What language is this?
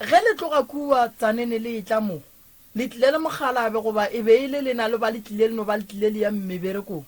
Northern Sotho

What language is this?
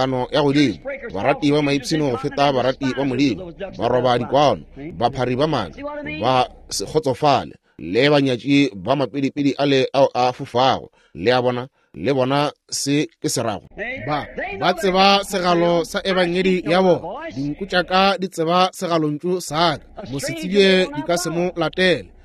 Northern Sotho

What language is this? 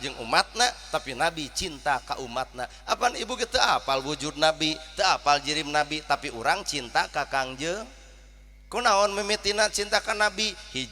Sundanese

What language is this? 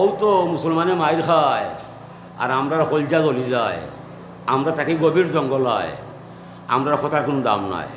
Sylheti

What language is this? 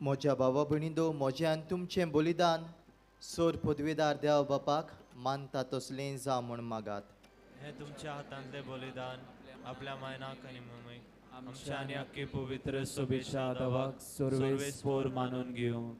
Konkani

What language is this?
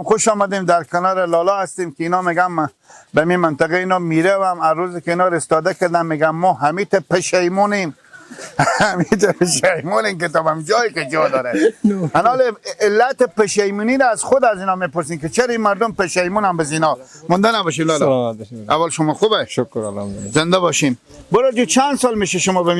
Persian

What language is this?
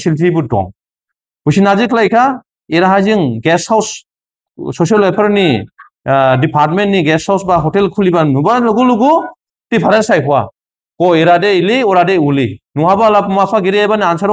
Dimasa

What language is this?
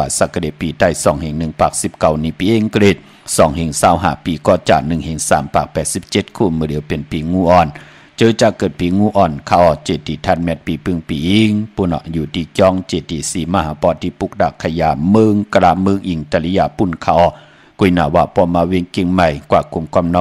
Shan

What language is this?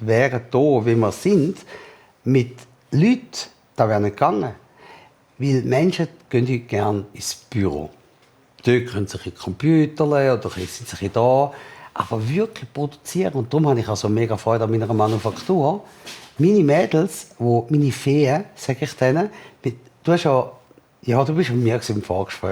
Swiss German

